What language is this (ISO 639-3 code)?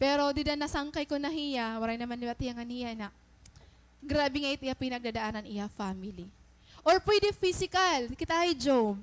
war